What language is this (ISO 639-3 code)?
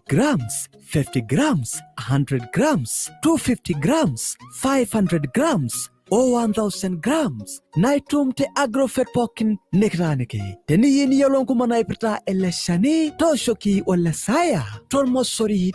mas